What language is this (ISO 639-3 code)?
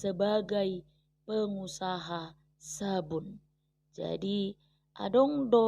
bbc